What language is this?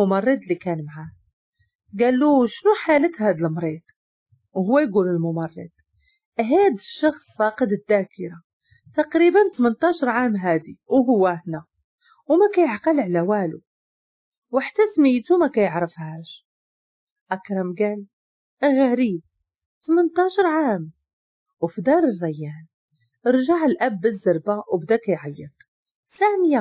Moroccan Arabic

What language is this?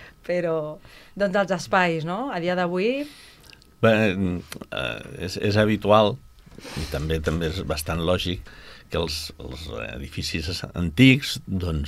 Catalan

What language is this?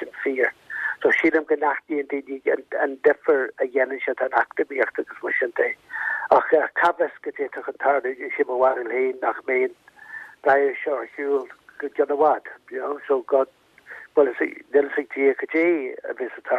Irish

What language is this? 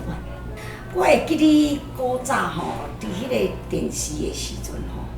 Min Nan Chinese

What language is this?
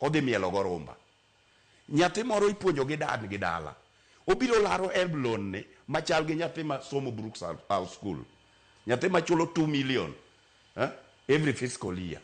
Luo (Kenya and Tanzania)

